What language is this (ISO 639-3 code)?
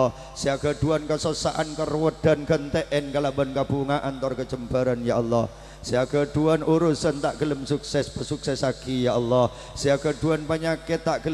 mad